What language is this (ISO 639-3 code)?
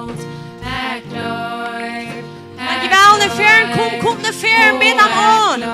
pdt